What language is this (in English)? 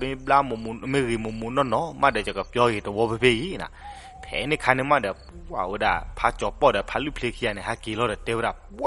S'gaw Karen